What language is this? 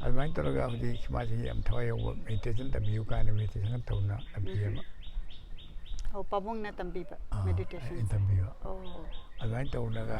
Manipuri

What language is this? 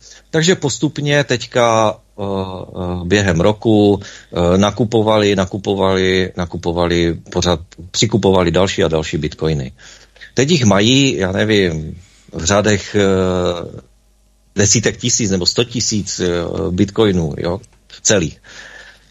Czech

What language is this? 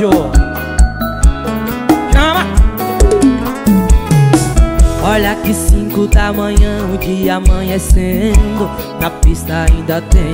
Portuguese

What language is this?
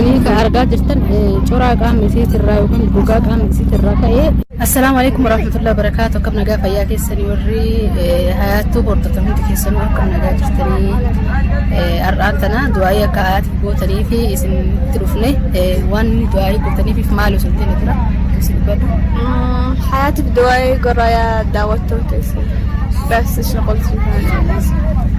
Oromo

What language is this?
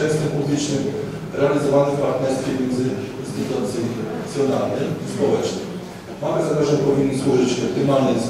Polish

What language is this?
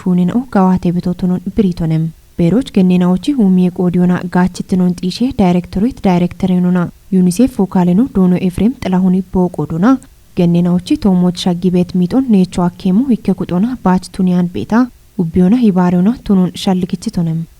Kafa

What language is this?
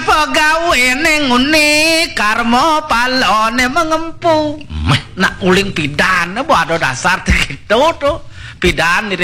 Balinese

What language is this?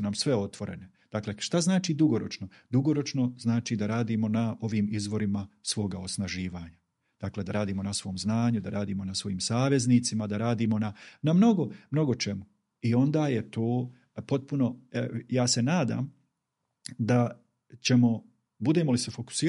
Bosnian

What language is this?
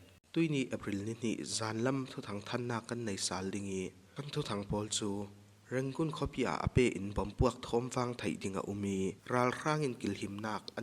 Falam Chin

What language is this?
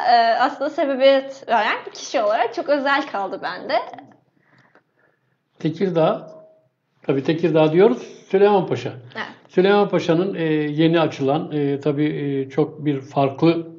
Turkish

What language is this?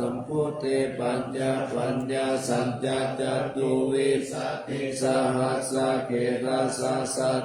Pali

